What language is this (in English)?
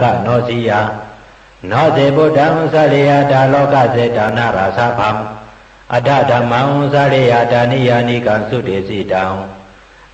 Shan